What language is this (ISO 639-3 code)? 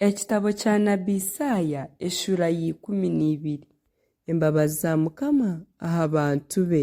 nyn